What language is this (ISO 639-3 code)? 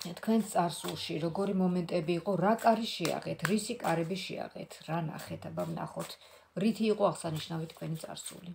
kat